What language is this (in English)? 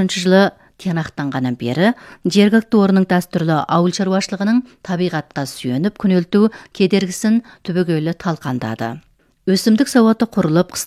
Kazakh